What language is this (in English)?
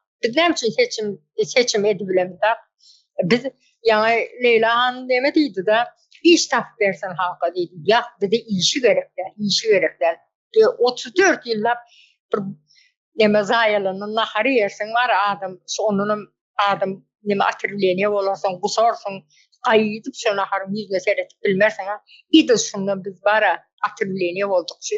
Turkmen